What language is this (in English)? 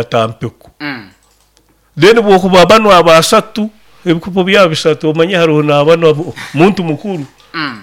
Nyoro